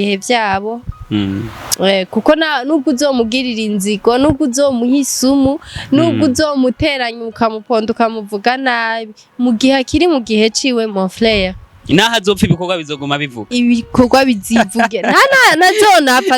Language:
Rundi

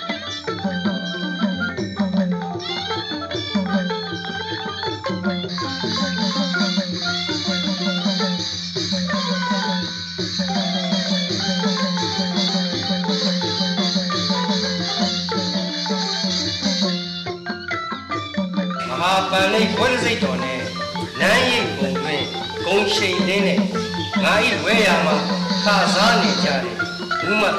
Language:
Burmese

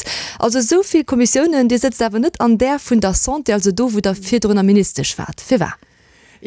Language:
Luxembourgish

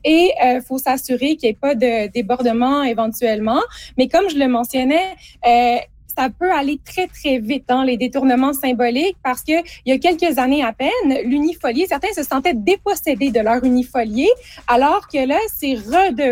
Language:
French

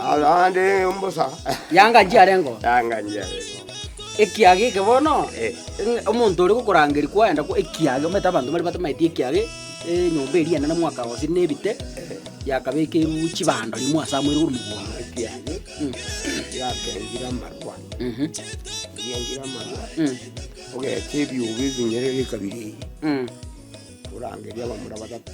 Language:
Gusii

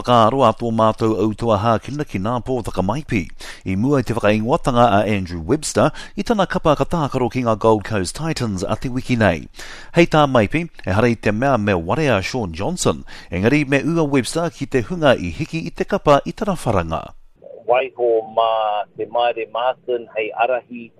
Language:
Māori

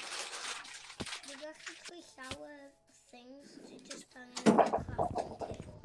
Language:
Welsh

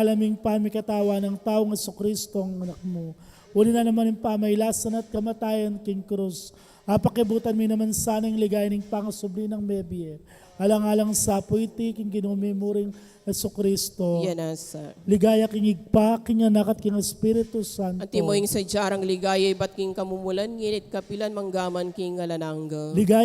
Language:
Pampanga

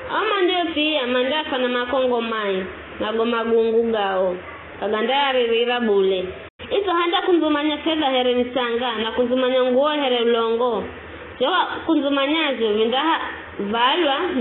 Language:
Giryama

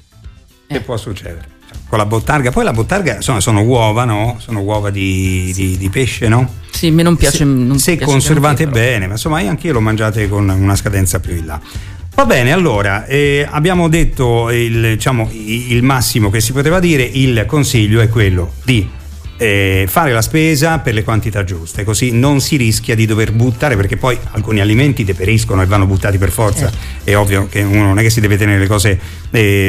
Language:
Italian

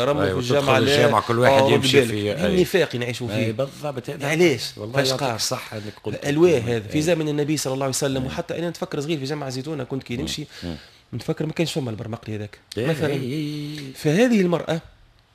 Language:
Tunisian Arabic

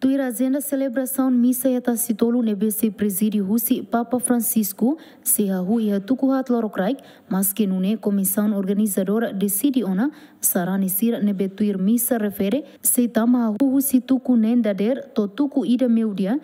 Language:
Tetum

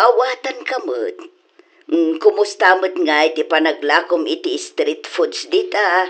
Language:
Iloko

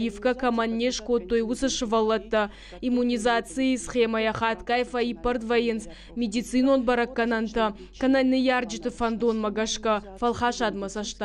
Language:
Ossetic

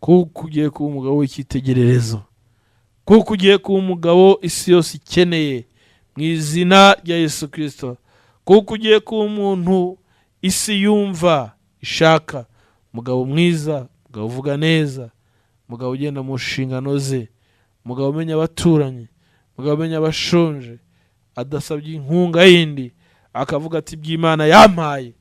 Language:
Kinyarwanda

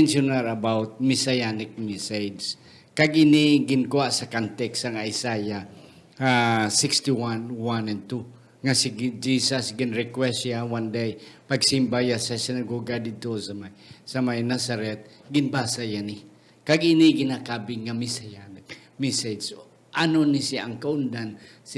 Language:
Hiligaynon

